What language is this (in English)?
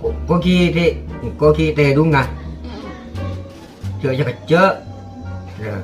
Madurese